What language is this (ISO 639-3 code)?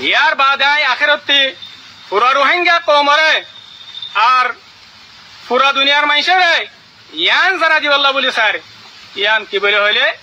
rhg